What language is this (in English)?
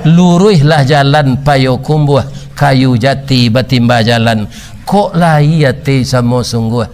Minangkabau